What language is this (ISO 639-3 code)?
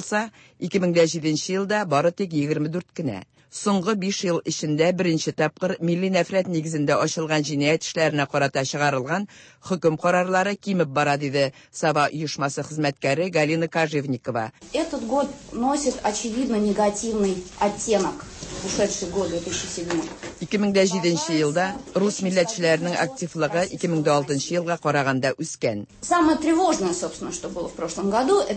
tat